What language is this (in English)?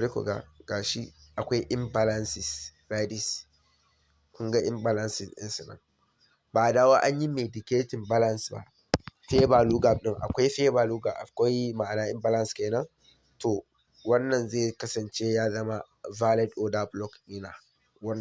Hausa